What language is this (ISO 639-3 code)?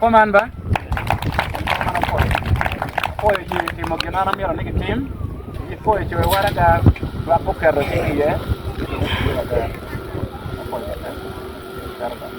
ach